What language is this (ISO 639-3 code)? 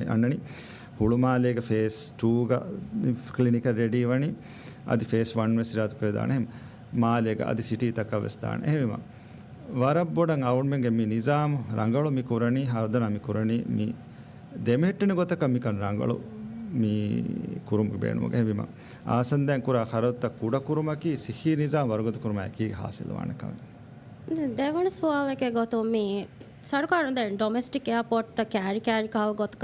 div